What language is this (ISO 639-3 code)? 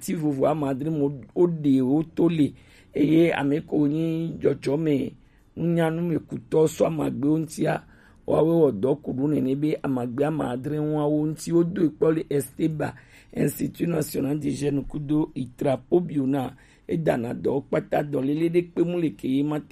gej